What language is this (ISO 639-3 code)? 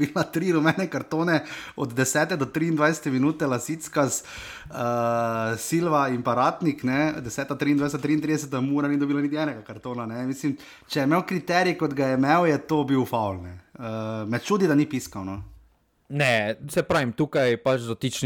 slv